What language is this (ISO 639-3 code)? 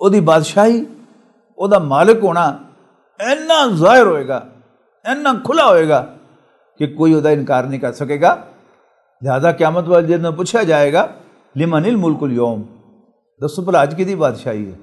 lah